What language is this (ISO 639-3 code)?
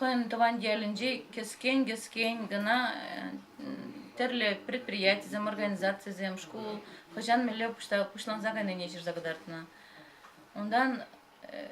chv